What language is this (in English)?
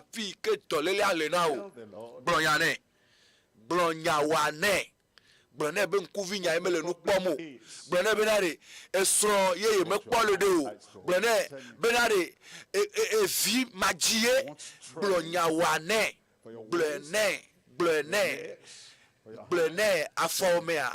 Ewe